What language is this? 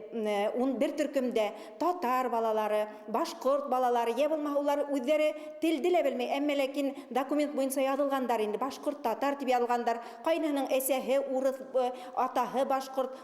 Bashkir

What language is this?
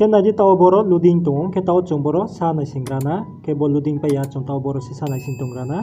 Riang (India)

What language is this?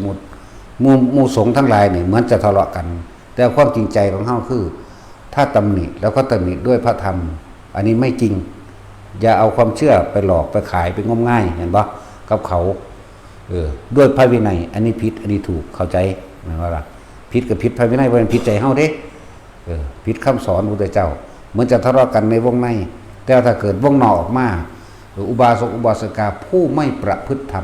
Northeastern Thai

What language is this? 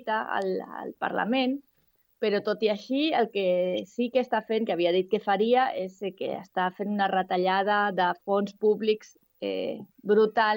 Catalan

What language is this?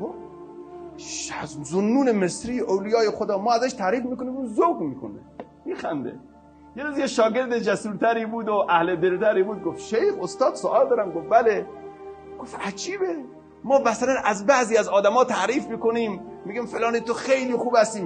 Persian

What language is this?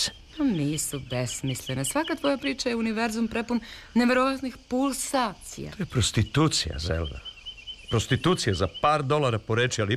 Serbian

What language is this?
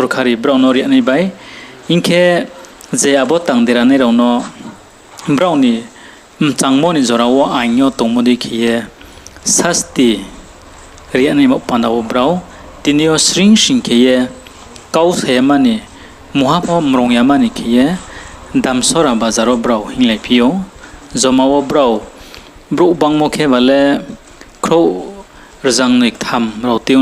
Riang (India)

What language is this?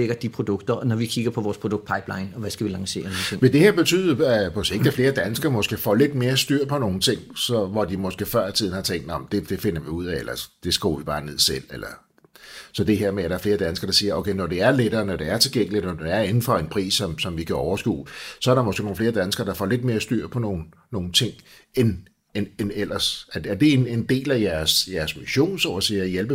Danish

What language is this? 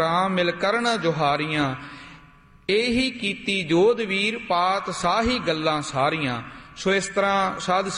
Punjabi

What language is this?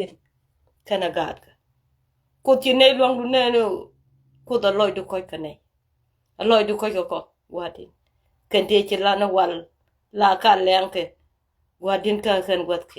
Nuer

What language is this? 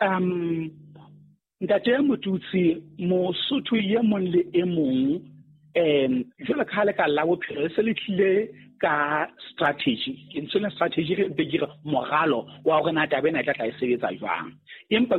Southern Sotho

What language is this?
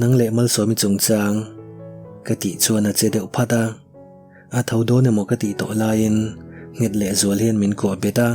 Mizo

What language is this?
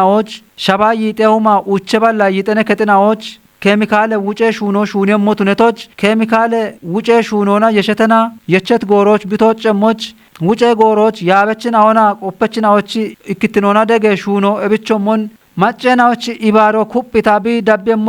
Kafa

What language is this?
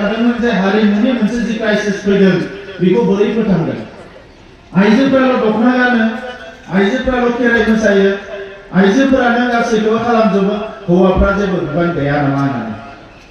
Bodo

